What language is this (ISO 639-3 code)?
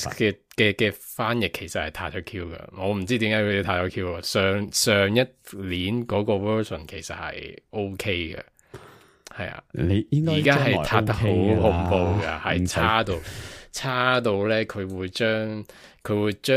yue